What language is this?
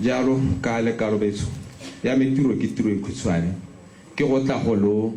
Tswana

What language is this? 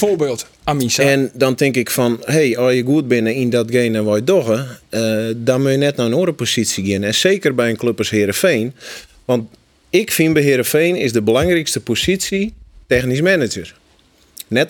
Western Frisian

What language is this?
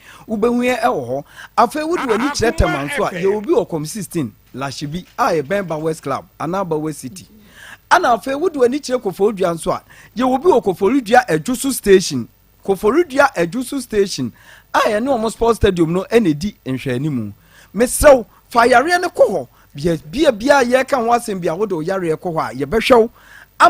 Akan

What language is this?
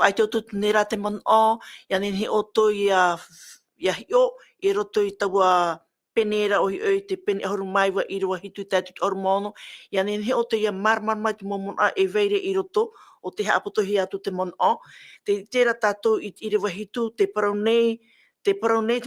Tahitian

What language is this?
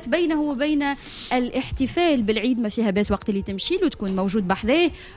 Tunisian Arabic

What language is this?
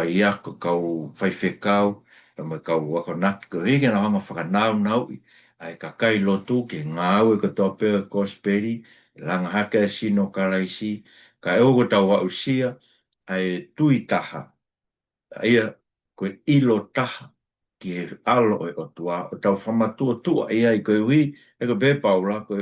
Tongan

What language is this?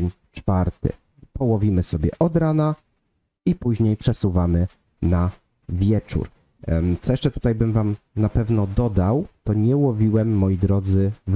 Polish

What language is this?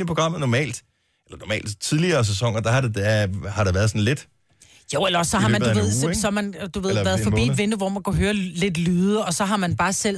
Danish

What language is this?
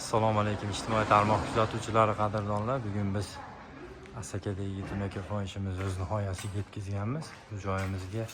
Uzbek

